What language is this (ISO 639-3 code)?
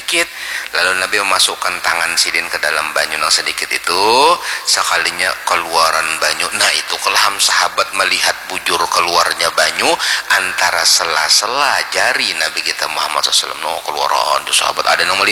bjn